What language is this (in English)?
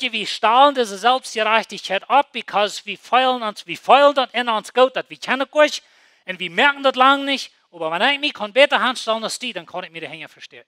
Plautdietsch